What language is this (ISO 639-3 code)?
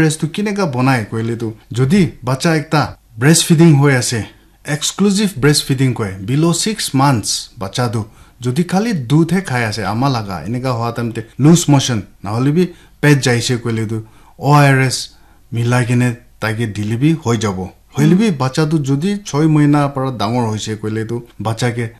nag